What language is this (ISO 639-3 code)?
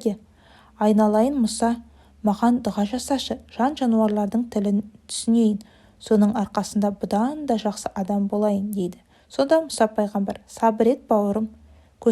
kaz